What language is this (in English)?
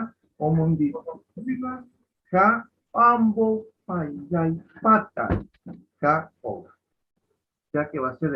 Guarani